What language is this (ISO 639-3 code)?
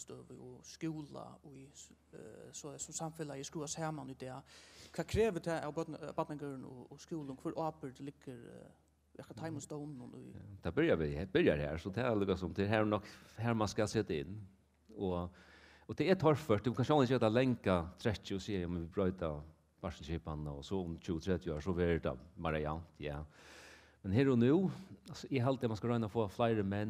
fao